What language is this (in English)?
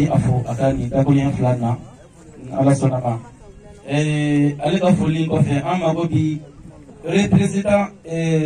Bambara